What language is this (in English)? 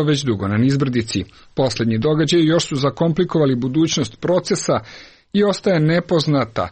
Serbian